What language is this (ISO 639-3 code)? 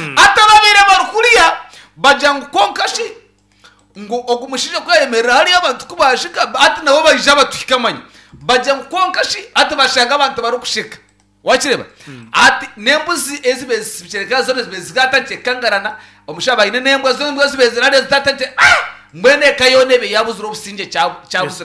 nyn